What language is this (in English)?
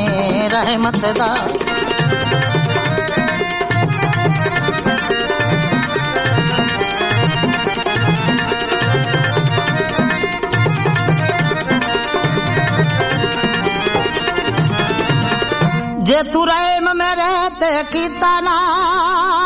Punjabi